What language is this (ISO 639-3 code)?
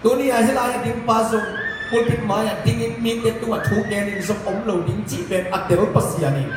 ctd